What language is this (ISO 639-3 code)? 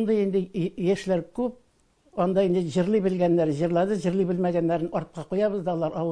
tat